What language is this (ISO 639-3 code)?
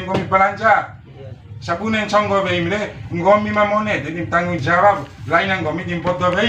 bhp